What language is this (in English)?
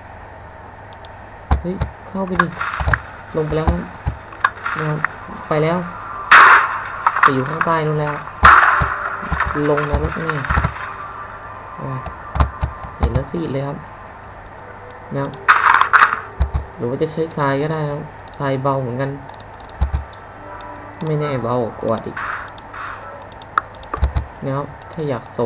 Thai